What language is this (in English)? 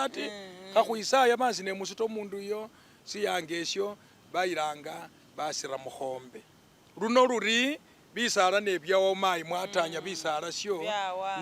Masaaba